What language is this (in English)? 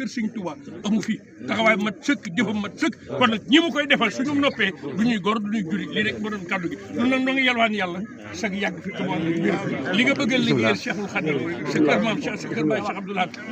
Wolof